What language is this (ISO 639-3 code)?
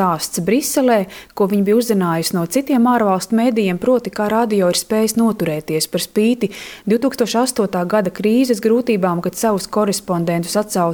lav